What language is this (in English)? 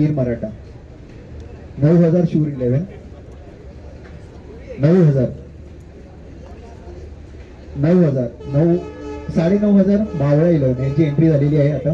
Marathi